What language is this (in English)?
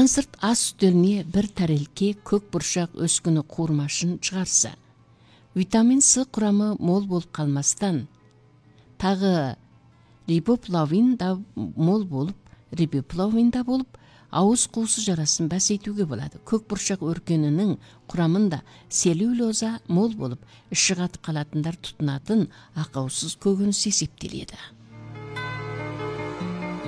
Kazakh